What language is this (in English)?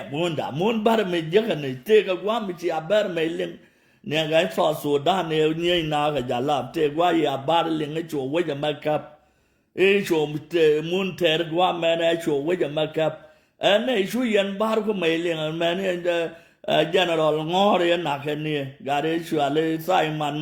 Nuer